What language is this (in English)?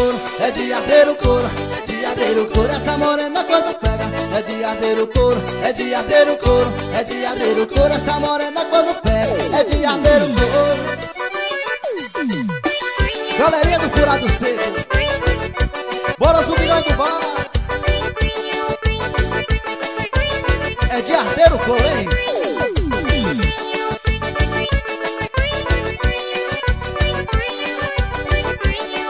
Portuguese